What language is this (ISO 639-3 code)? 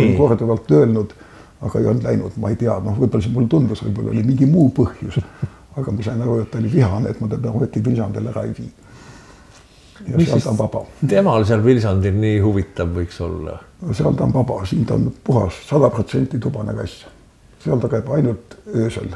est